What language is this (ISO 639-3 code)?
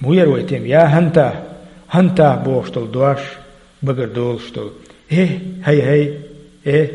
che